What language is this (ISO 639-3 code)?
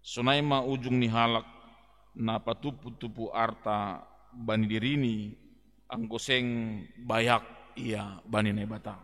bts